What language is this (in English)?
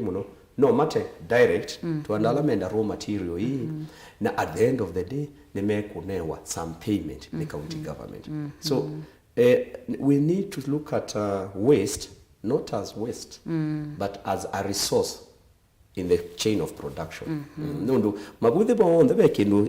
Kamba